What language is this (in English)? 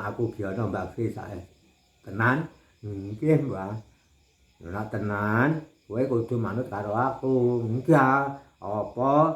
Javanese